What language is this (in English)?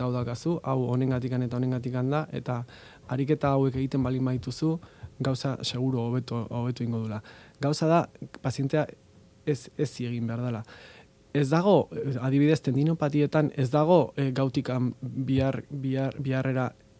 Basque